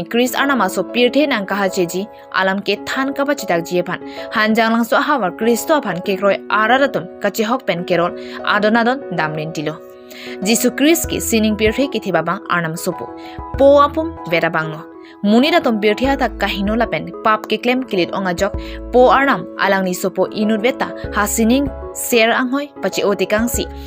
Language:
Karbi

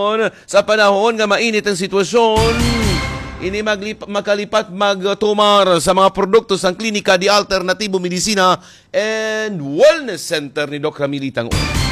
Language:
Hiligaynon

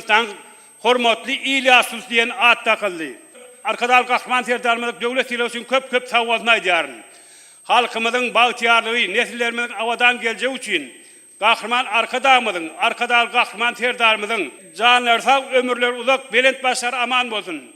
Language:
Turkmen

